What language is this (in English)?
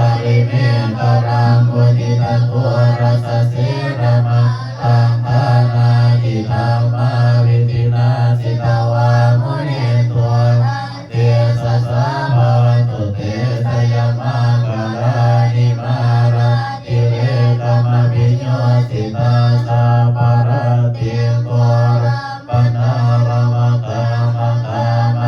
Pali